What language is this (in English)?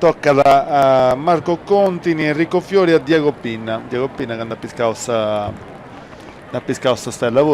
Sardinian